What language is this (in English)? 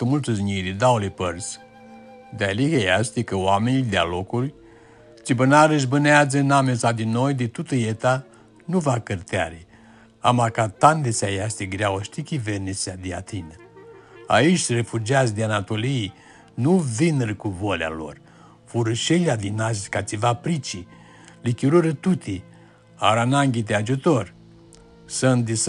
Aromanian